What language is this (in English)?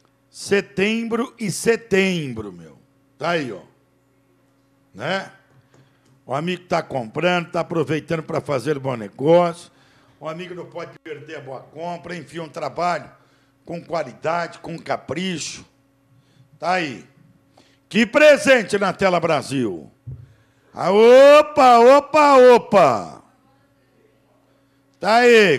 Portuguese